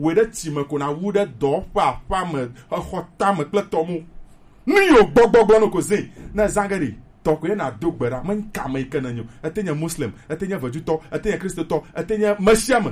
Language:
Gen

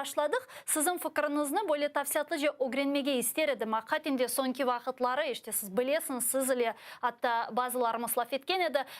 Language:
Crimean Tatar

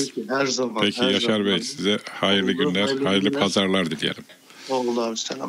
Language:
Turkish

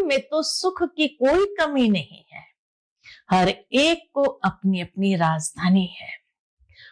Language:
Hindi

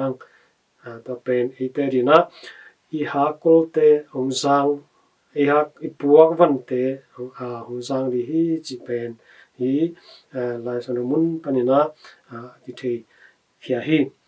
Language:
Tedim Chin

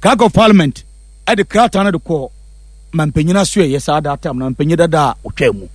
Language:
Akan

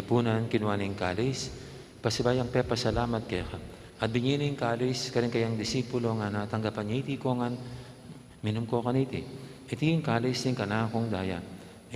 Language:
Pampanga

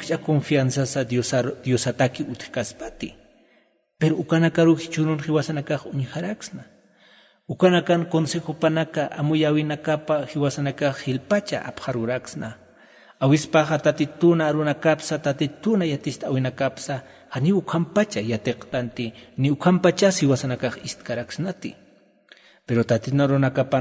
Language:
Aymara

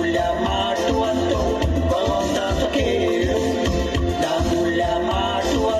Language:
Konkani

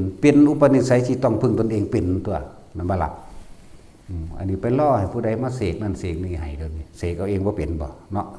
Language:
Northeastern Thai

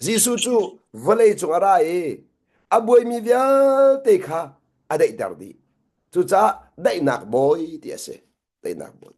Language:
Hakha Chin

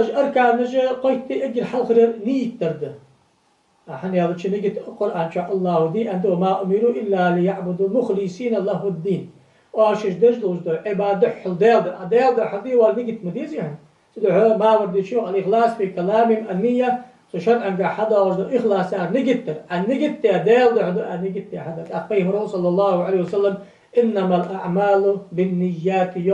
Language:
Ingush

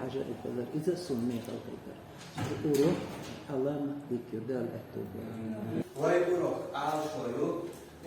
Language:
Chechen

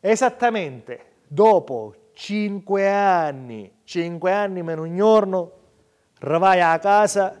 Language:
Sicilian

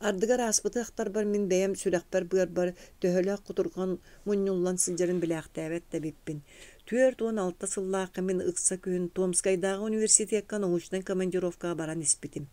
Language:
Yakut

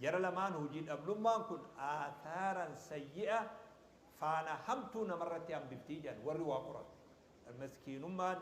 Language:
Oromo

